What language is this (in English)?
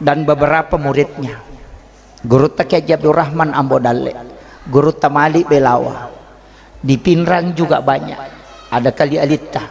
Buginese